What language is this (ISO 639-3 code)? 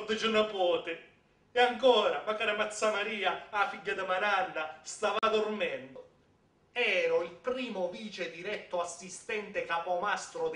scn